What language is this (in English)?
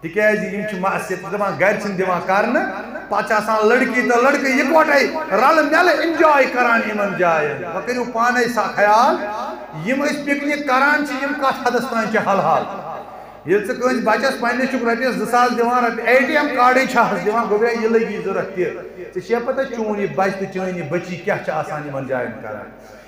Kashmiri